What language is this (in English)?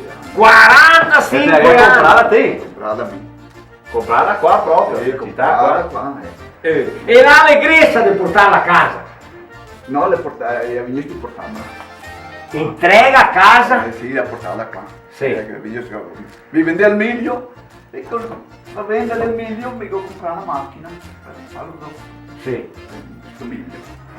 Venetian